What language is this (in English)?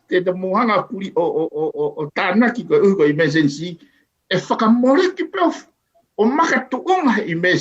Tongan